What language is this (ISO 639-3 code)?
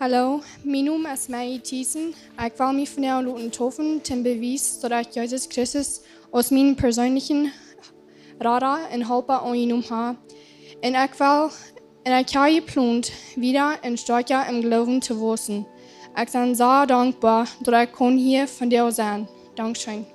pdt